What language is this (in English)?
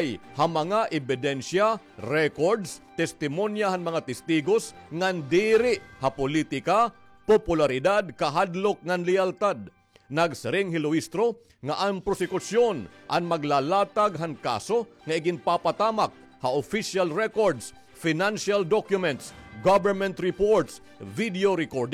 Waray